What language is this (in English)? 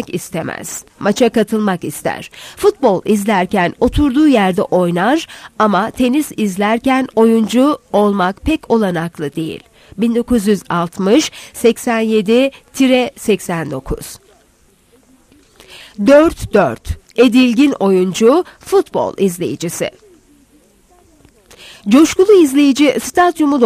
Turkish